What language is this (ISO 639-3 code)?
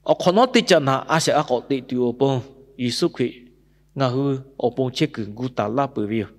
lhu